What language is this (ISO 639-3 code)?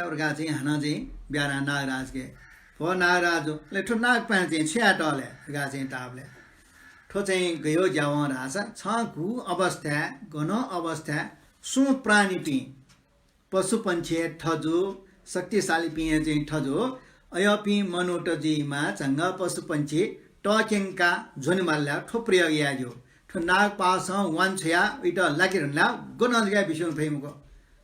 new